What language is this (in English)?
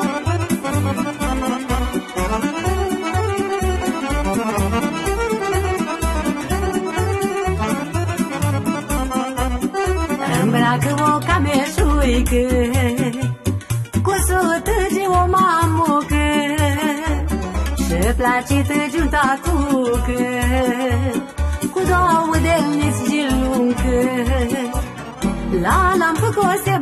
Romanian